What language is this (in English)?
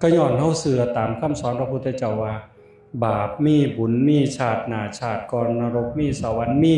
Northeastern Thai